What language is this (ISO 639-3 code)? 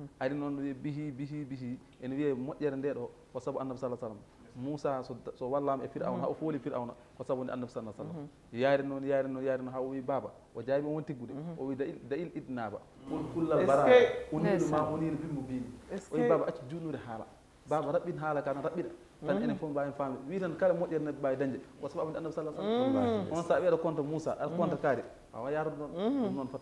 ful